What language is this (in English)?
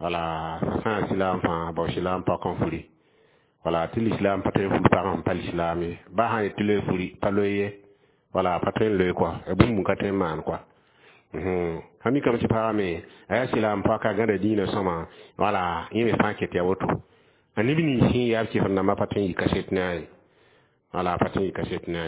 Mossi